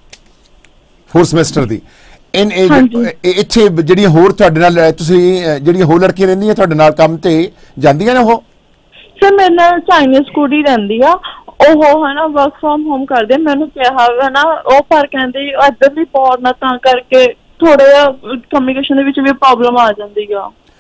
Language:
Punjabi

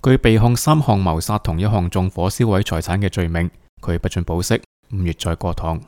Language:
Cantonese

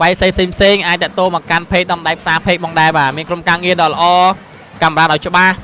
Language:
Khmer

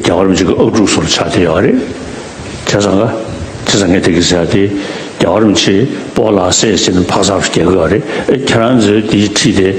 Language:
Tibetan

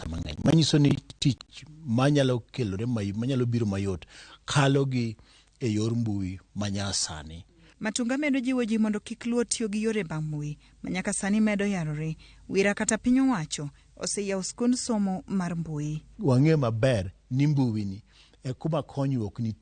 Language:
Luo (Kenya and Tanzania)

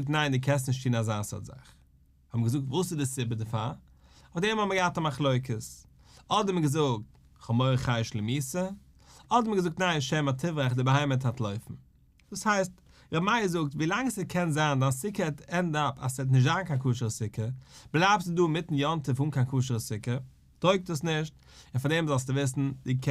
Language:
Yiddish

